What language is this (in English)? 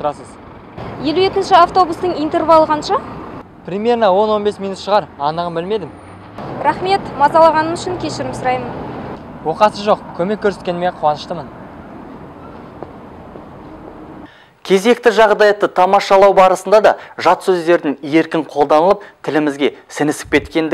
Kazakh